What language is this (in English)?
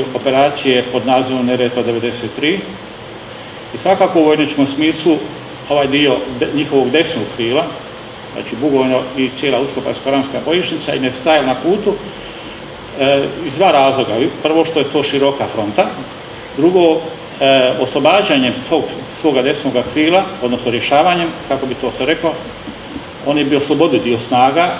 Croatian